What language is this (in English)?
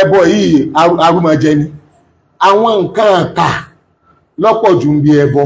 Yoruba